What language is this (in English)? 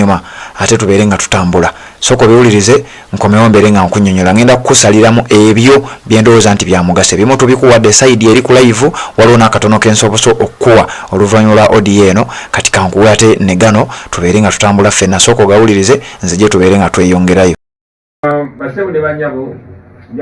Ganda